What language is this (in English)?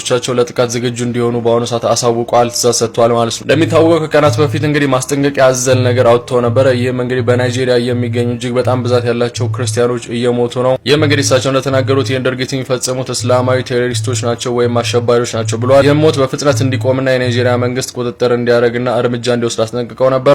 Amharic